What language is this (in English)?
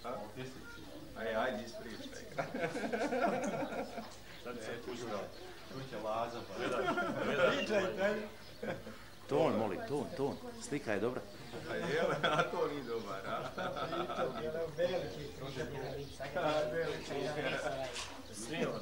Croatian